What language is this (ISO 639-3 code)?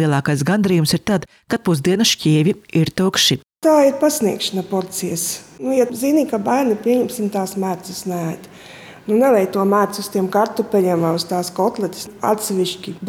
lav